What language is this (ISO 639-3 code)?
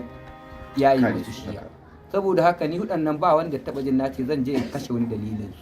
hau